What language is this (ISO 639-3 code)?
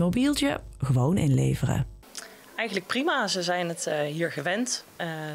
nld